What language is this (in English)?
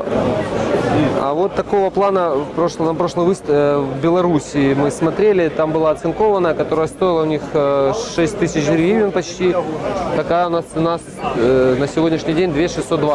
Russian